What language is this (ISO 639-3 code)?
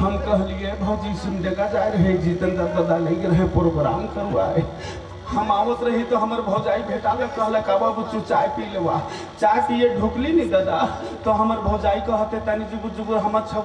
sck